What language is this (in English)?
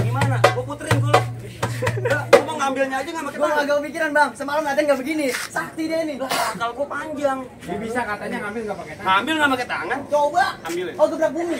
Betawi